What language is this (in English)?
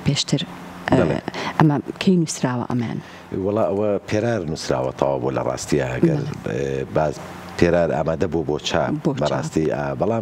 Central Kurdish